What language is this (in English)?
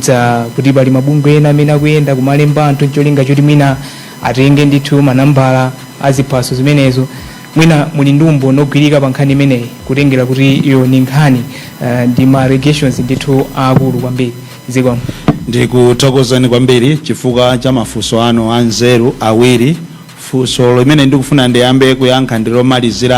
Nyanja